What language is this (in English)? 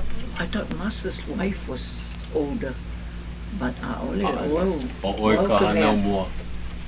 Hawaiian